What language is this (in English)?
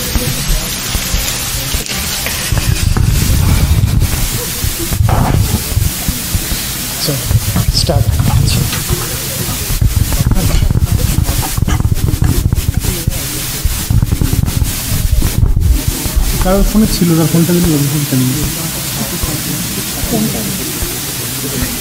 Bangla